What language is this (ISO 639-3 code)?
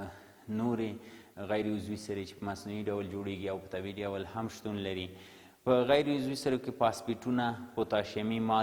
pus